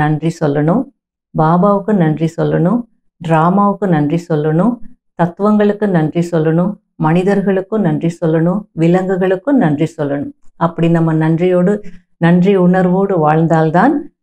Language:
Tamil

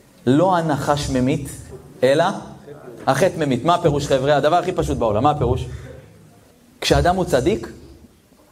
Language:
Hebrew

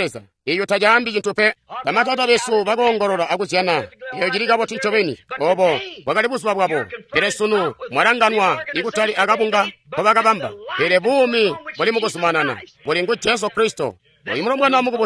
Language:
Tonga (Zambia)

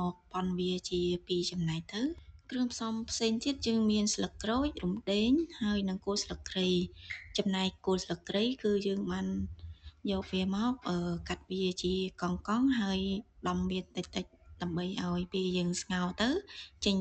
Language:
Khmer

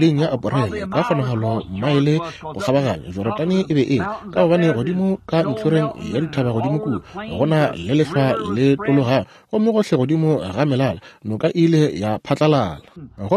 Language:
Northern Sotho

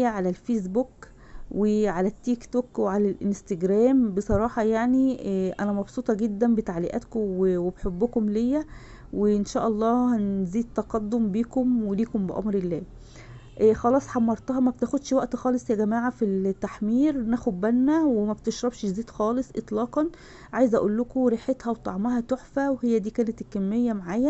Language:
Egyptian Arabic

